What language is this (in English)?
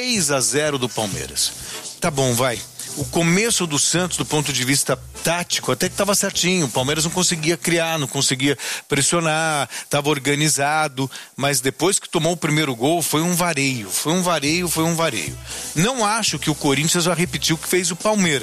Portuguese